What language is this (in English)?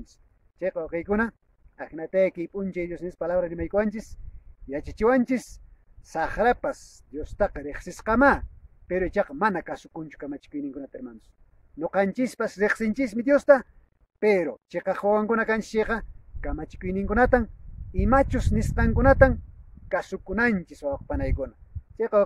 Quechua